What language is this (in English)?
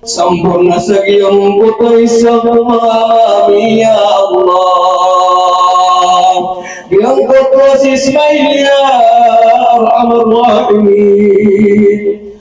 Maranao